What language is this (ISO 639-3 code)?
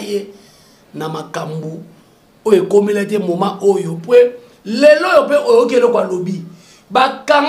lin